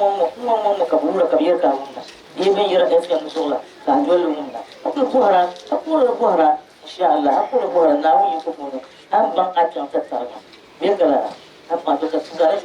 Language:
Dagbani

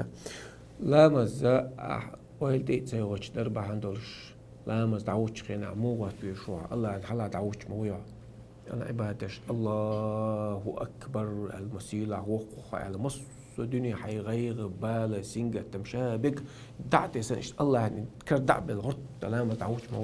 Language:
Chechen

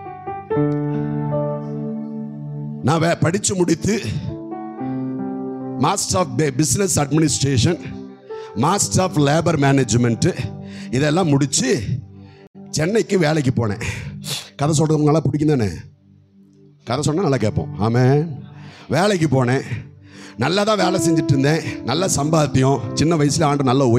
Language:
Tamil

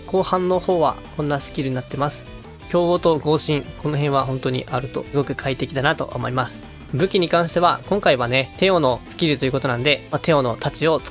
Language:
Japanese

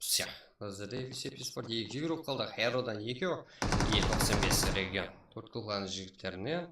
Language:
Kara-Kalpak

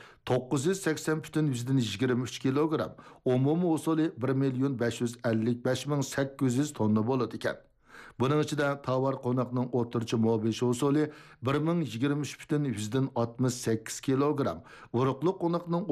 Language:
Uyghur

